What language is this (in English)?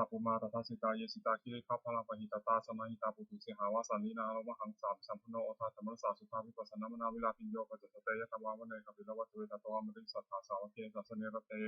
Pali